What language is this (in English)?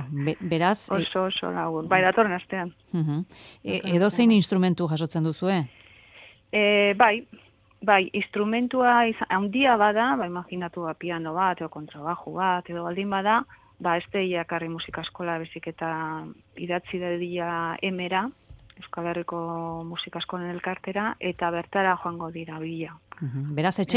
Basque